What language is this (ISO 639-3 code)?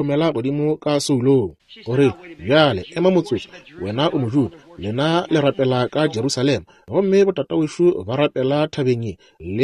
nso